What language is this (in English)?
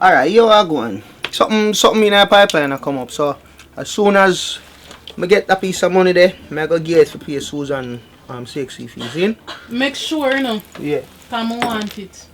Jamaican Creole English